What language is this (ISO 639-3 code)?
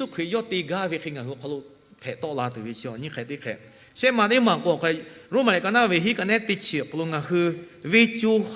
lhu